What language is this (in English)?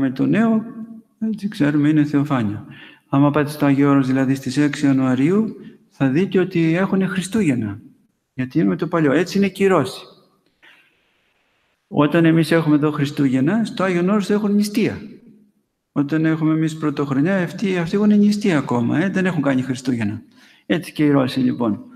Greek